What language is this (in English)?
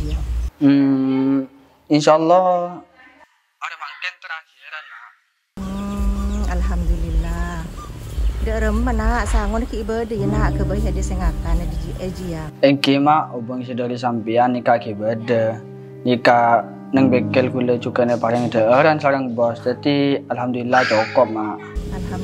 Madurese